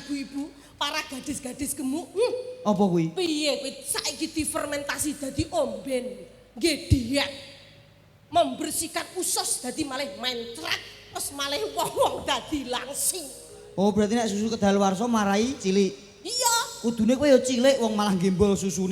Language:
Javanese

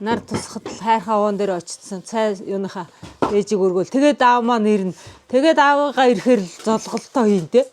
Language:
Mongolian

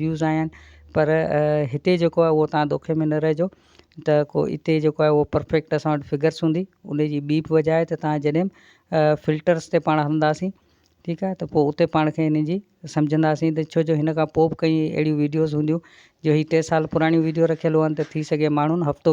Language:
Sindhi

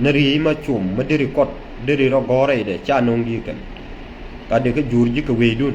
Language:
Nuer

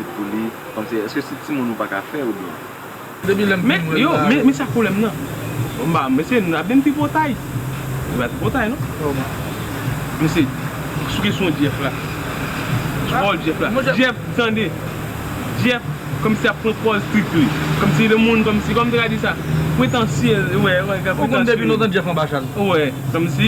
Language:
Haitian Creole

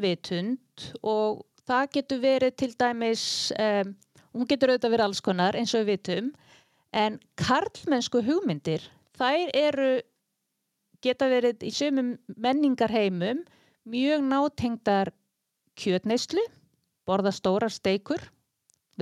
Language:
Icelandic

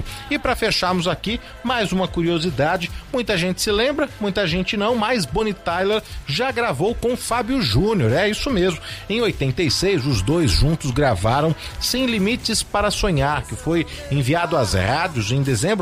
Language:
Portuguese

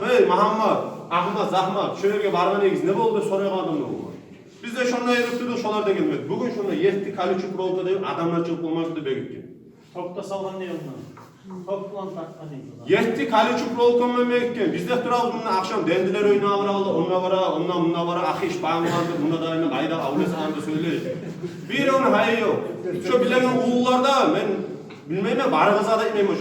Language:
Kumyk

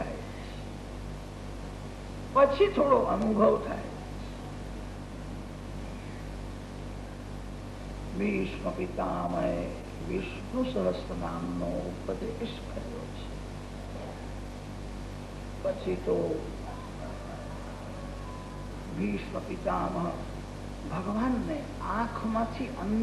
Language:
Gujarati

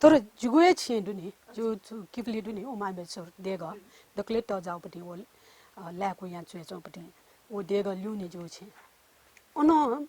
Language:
Newari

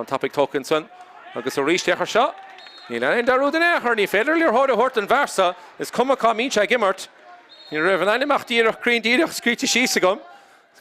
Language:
Irish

